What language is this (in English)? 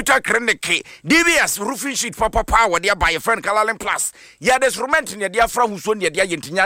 Akan